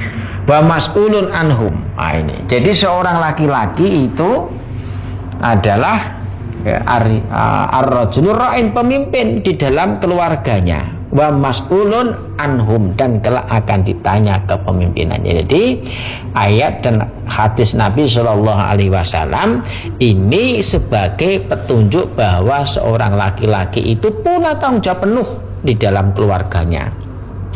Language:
Indonesian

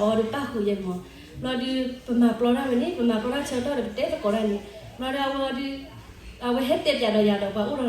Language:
S'gaw Karen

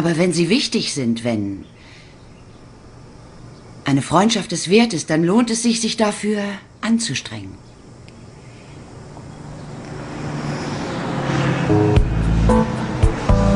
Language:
German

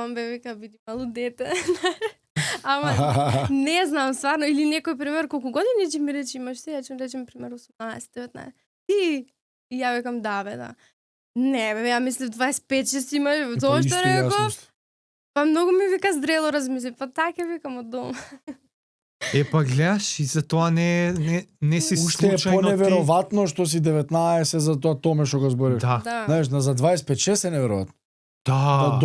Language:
Macedonian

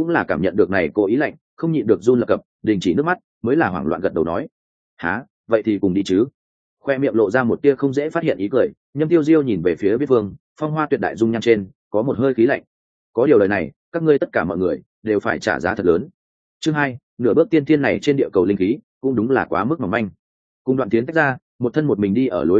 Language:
Vietnamese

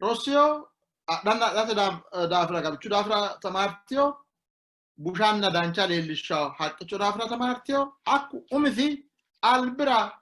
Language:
Sidamo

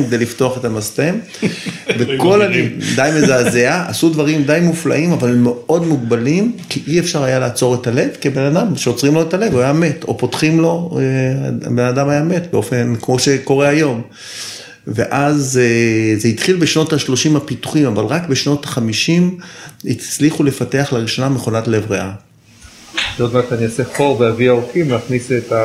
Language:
Hebrew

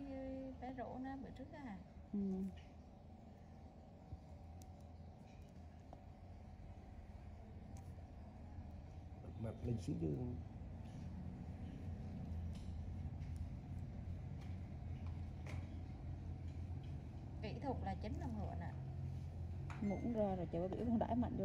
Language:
Vietnamese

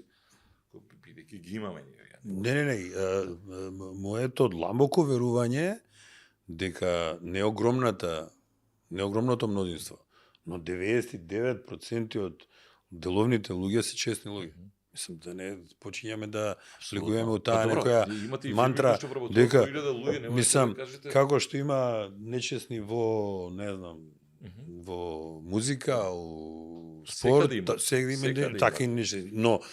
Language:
Macedonian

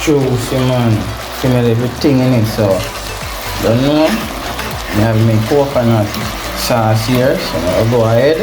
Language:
Jamaican Creole English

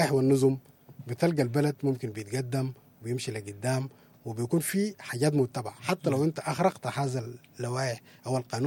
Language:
Sudanese Arabic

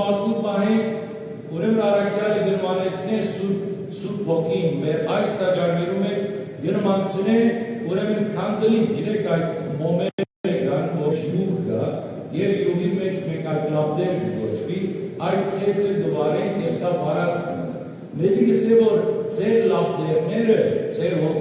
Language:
Western Armenian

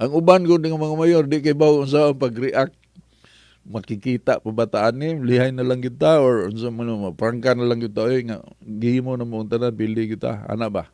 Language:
Cebuano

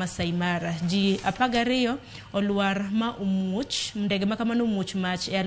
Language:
Luo (Kenya and Tanzania)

